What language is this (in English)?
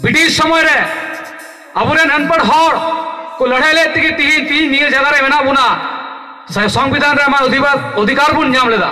Santali